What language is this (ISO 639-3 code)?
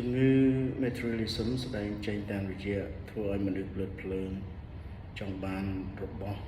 khm